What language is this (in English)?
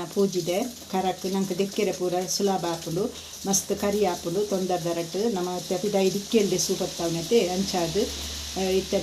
Tulu